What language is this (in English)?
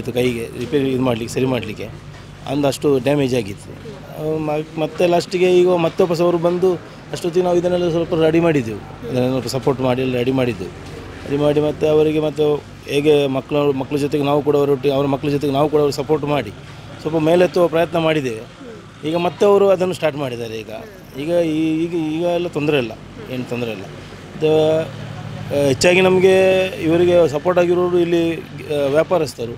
Kannada